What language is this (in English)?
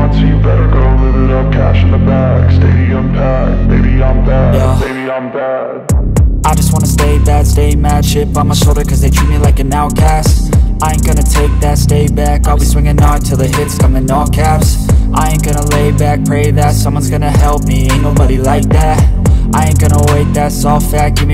English